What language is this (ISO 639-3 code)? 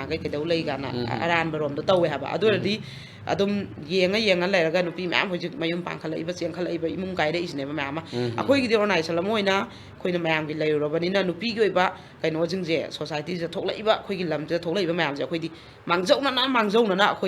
mni